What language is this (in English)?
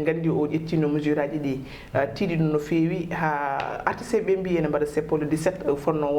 Fula